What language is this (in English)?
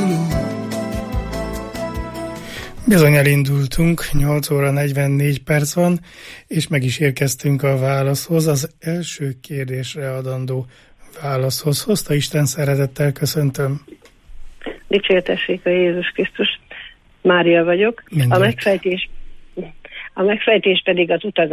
Hungarian